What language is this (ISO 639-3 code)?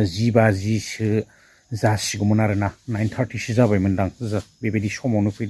brx